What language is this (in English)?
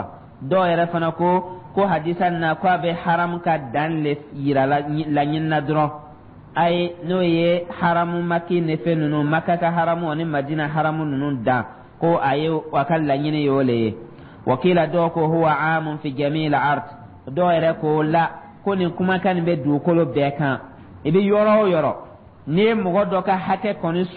Dyula